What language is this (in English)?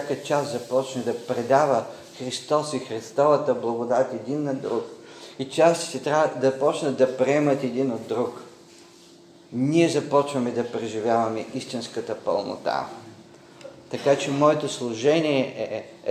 Bulgarian